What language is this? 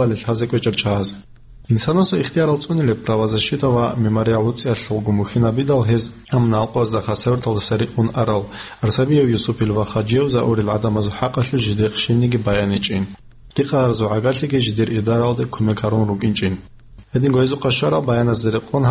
Avaric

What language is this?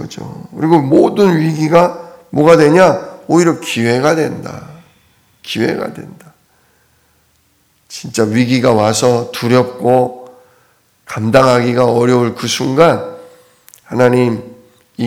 Korean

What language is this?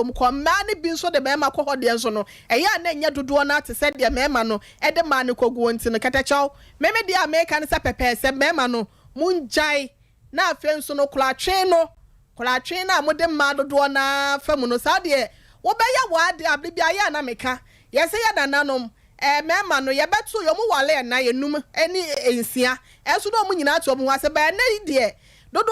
Akan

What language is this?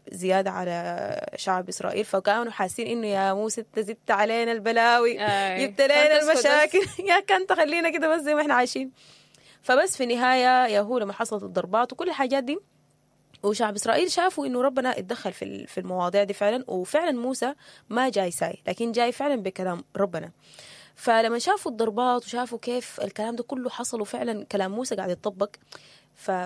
Sudanese Arabic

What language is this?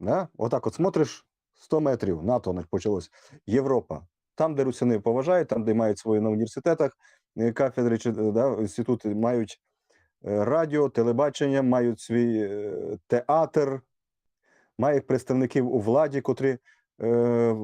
Rusyn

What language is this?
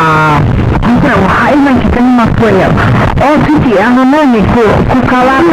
Hawaiian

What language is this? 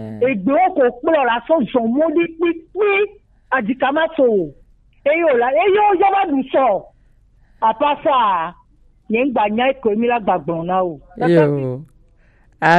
Gen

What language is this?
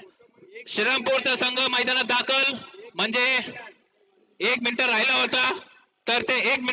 Marathi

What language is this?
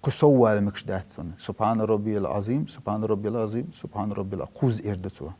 Chechen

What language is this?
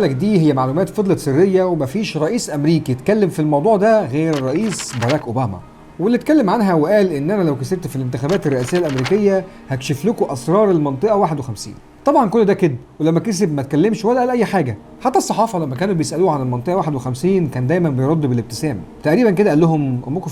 Egyptian Arabic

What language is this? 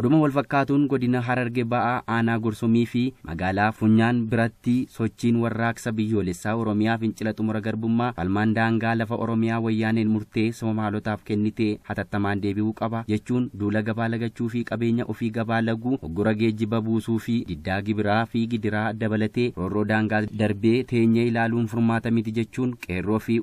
Oromo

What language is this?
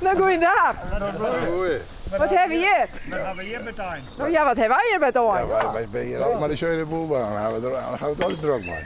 Western Frisian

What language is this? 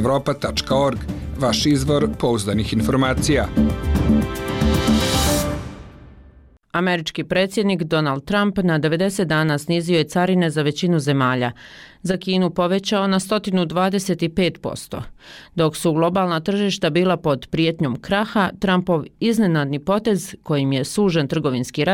Bosnian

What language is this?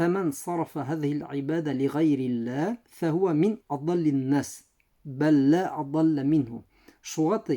Bashkir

